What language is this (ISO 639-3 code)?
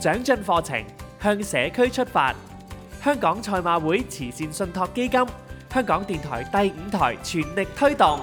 yue